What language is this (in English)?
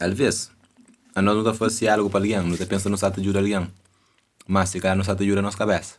Kabuverdianu